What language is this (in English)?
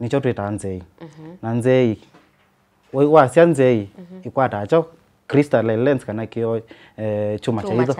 Kamba